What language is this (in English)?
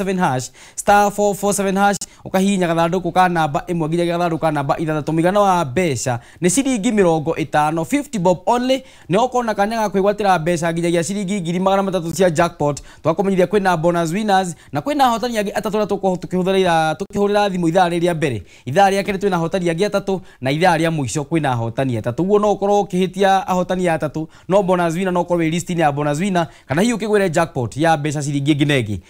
Kikuyu